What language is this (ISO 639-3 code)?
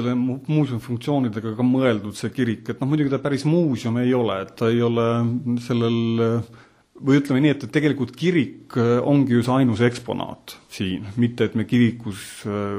est